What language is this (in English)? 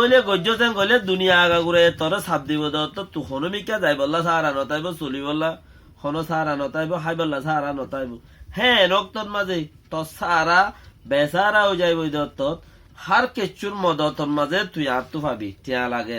Rohingya